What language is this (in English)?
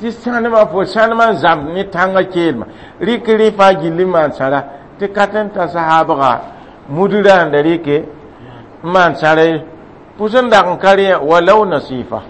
Mossi